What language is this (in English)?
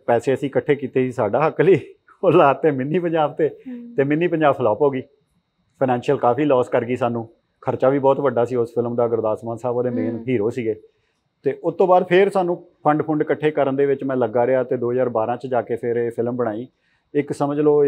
Punjabi